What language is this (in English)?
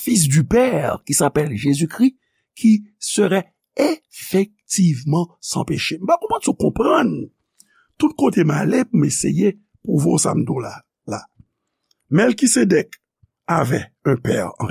Haitian Creole